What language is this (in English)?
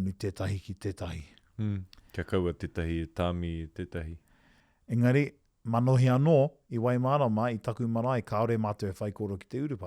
Māori